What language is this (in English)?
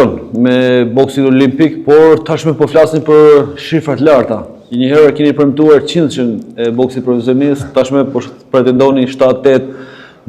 Albanian